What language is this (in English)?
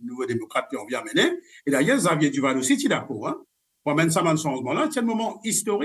Morisyen